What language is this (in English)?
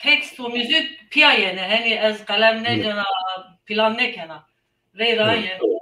Zaza